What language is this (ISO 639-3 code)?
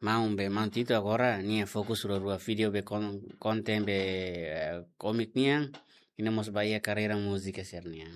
tet